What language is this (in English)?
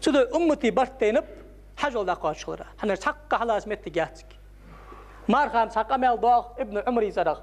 Ingush